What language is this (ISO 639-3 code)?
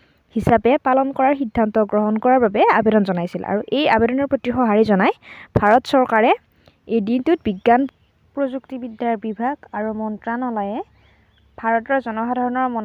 asm